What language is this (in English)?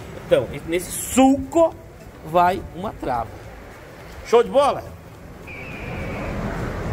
Portuguese